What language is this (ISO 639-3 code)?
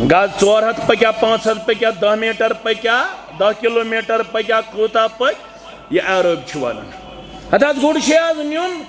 kas